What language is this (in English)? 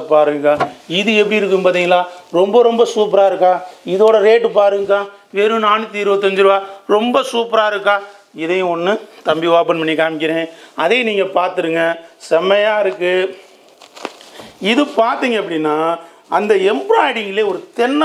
Tamil